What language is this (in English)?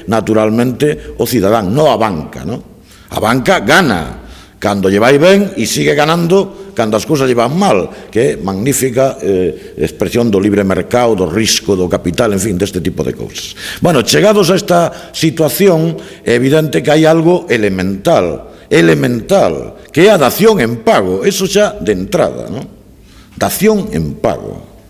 Galician